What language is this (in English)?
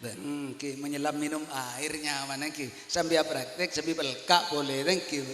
Madurese